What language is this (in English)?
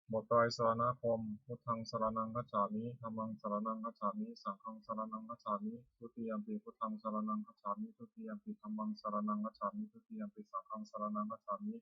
Pali